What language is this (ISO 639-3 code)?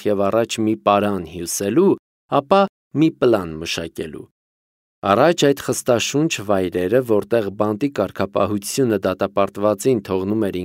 hye